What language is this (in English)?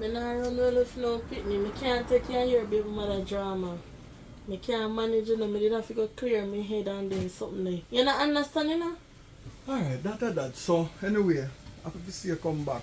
Jamaican Creole English